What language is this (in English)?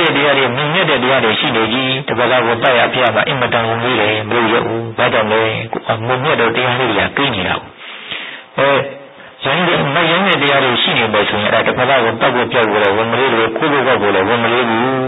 Burmese